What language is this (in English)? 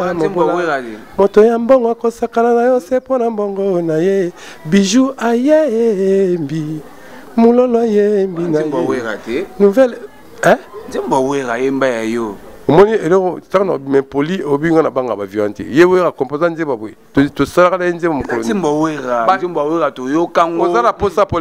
Lingala